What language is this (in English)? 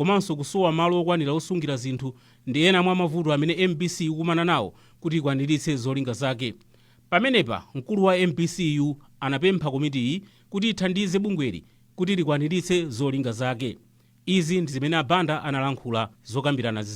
Nyanja